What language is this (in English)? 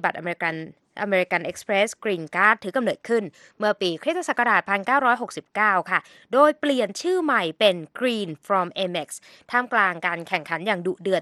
Thai